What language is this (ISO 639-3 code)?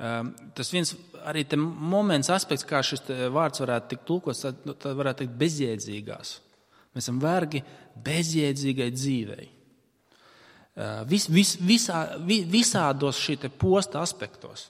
lav